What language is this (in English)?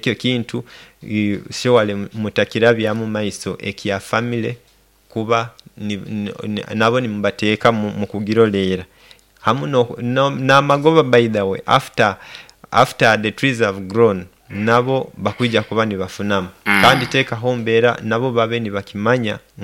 Nyoro